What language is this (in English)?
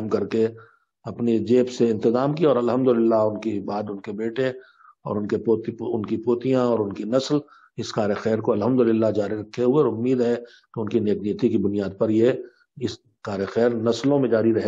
Urdu